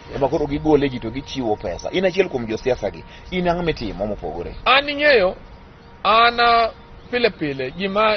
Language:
Luo (Kenya and Tanzania)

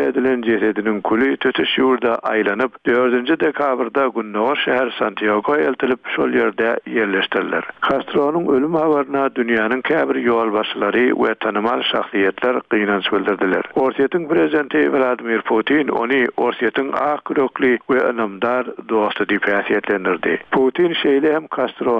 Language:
Turkmen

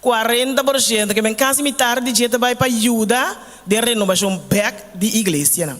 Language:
Papiamento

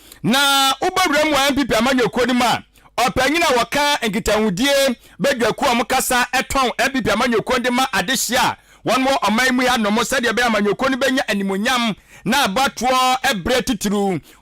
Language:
Akan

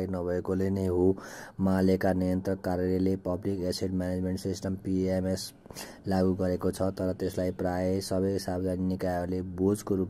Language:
Nepali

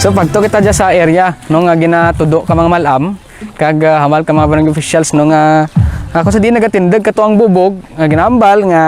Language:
Kinaray-a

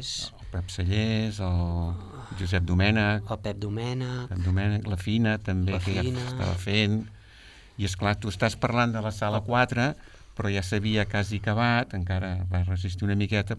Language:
Catalan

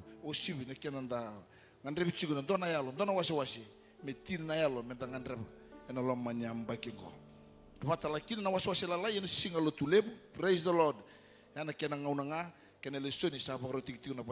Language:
Fijian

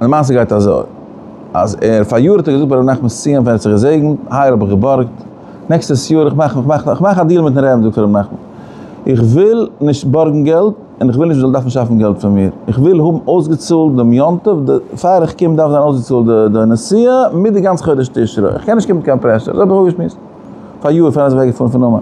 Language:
Yiddish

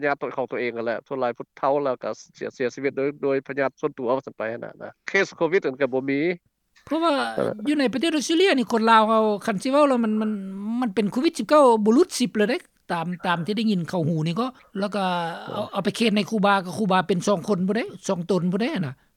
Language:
Lao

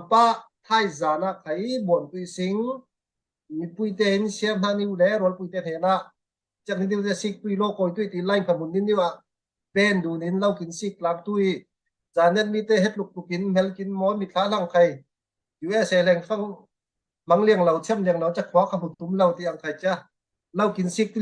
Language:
Falam Chin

